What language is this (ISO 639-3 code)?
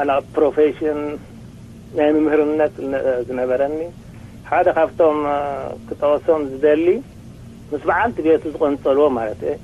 tir